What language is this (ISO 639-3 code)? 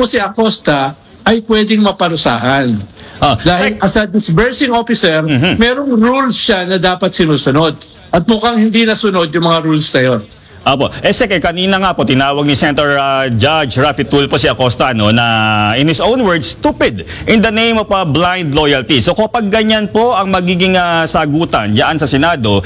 fil